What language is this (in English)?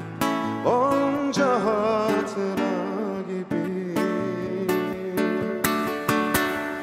Turkish